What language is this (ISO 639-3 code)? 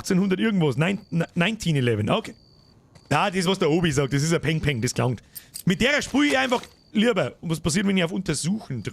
bar